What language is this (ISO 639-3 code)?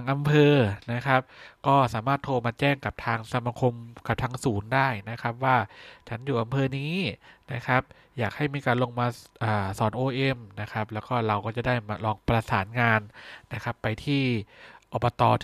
tha